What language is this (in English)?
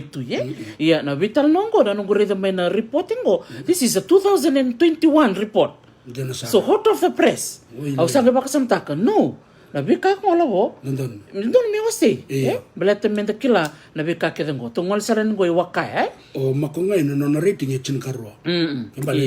Fijian